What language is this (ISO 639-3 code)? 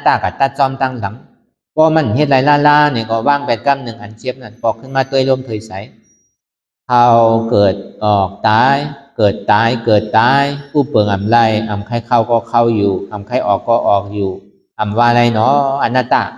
shn